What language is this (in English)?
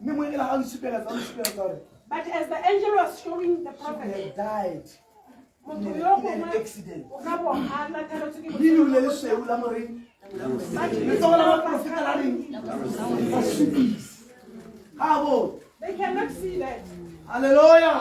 Tswana